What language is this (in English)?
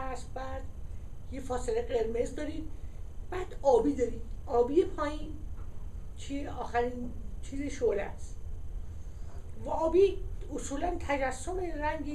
Persian